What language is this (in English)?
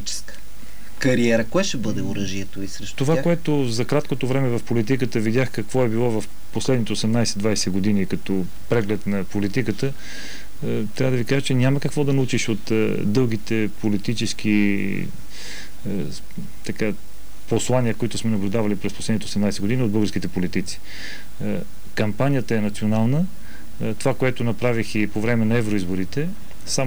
Bulgarian